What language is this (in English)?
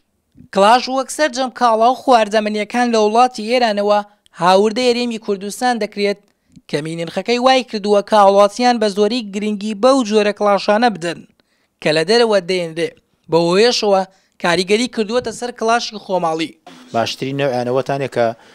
Central Kurdish